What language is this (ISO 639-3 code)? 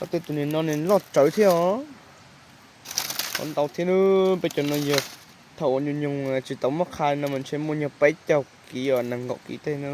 hmn